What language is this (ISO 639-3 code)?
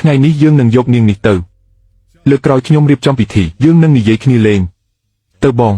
khm